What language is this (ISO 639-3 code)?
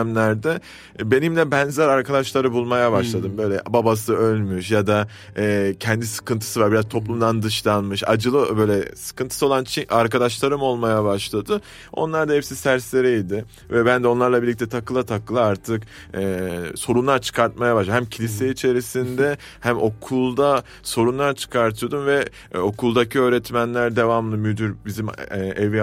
tur